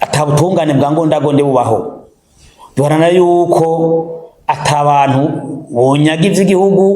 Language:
Rundi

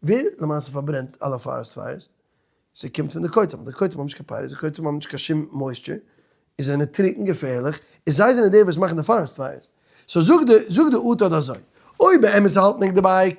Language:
Yiddish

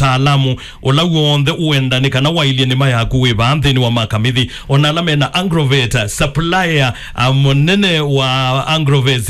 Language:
Kamba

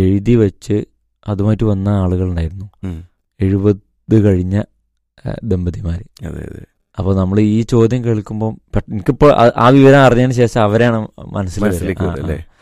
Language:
Malayalam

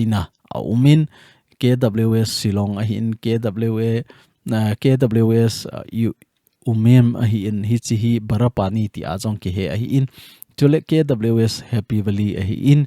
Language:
Thado Chin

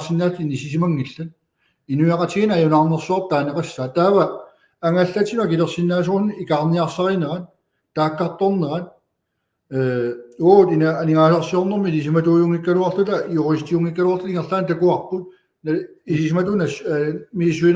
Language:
Kalaallisut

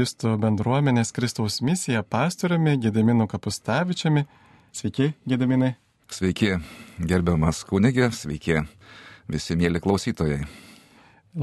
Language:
Lithuanian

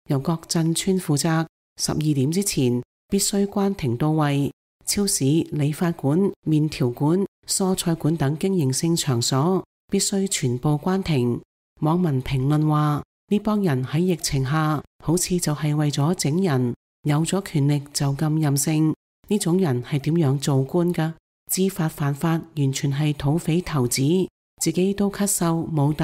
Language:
Cantonese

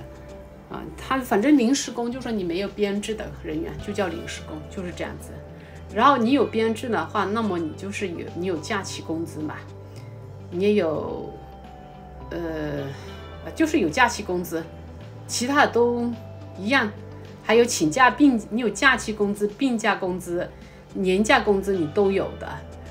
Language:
Chinese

